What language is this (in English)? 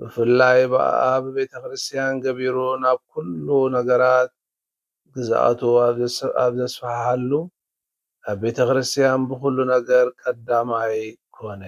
Tigrinya